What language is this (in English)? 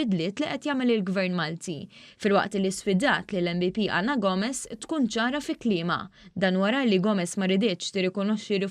Maltese